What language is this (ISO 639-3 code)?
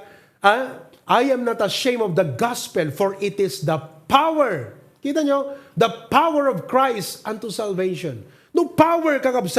ilo